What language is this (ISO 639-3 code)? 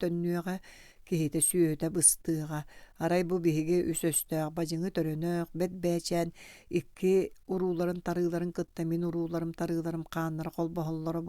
sah